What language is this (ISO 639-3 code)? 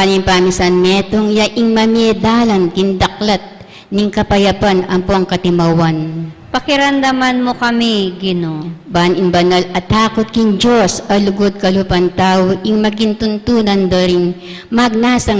pam